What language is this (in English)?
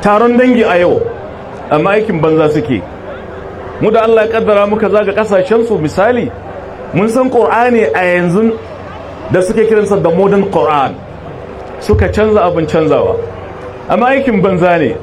Hausa